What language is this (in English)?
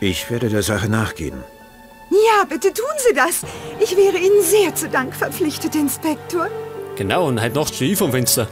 Bavarian